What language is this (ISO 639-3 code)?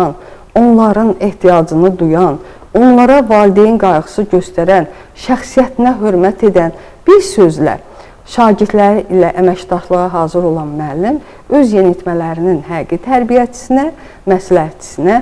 aze